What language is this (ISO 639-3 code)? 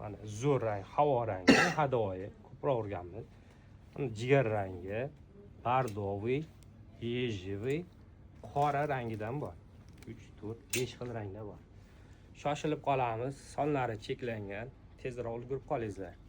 uzb